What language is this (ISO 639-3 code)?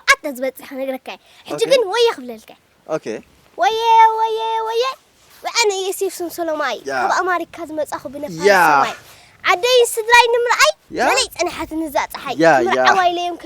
tir